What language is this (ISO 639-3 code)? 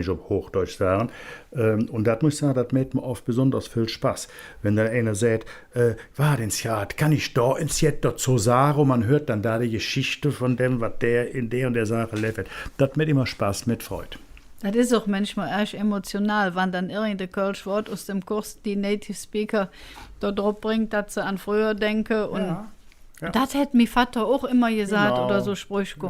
ksh